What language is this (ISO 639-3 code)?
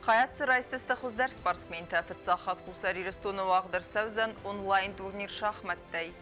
oss